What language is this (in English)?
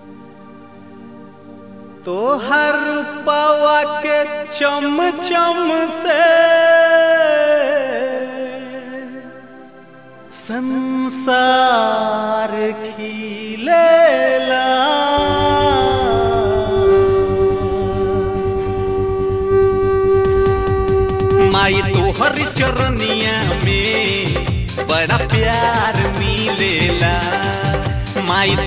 Bhojpuri